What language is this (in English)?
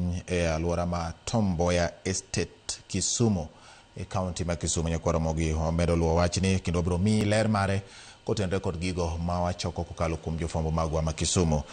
Luo (Kenya and Tanzania)